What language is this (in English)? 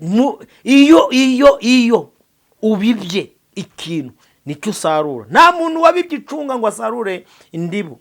Kinyarwanda